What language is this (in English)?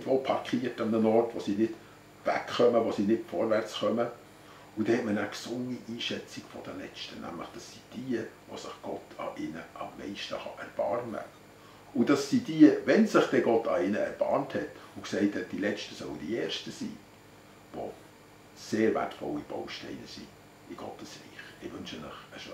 Swiss German